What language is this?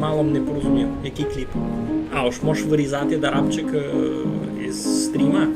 Rusyn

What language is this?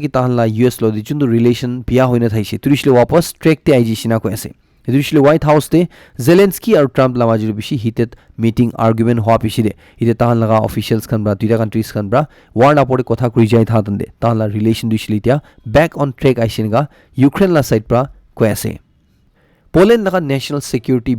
Naga Pidgin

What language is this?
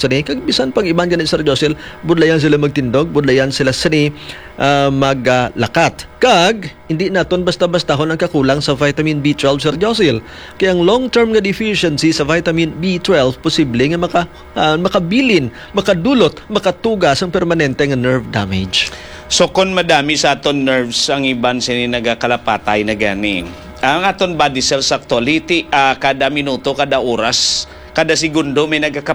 Hiligaynon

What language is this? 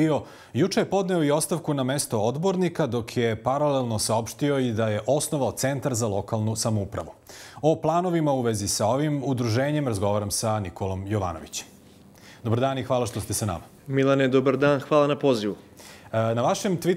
Serbian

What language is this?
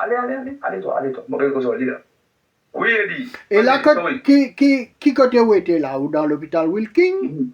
Morisyen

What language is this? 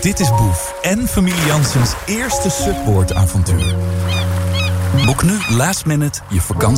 Dutch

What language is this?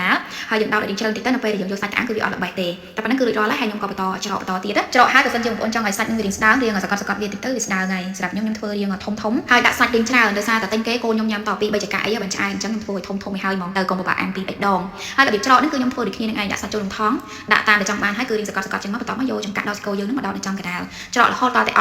Khmer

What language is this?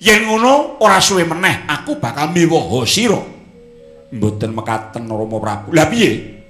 Javanese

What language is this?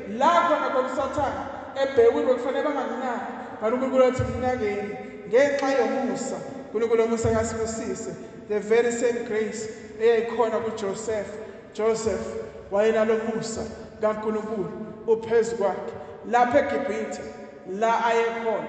Zulu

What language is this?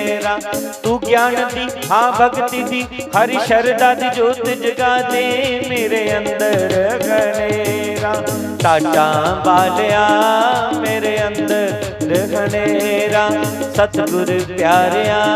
Dogri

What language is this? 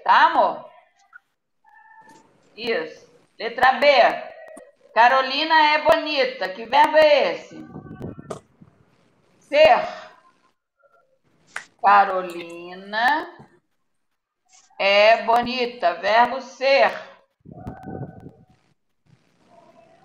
Portuguese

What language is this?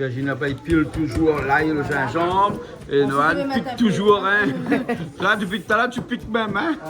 Réunion Creole French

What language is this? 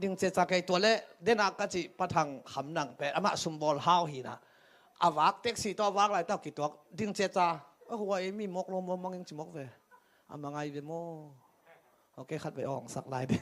Tedim Chin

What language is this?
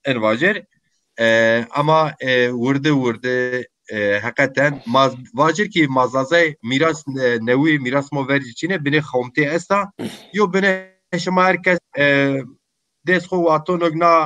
Zaza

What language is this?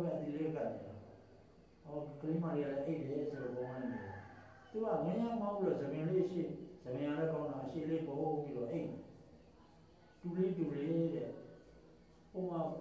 Burmese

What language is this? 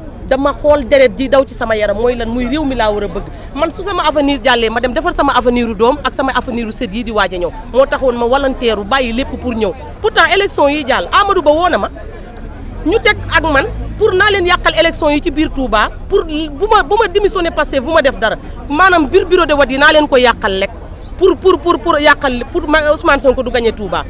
Wolof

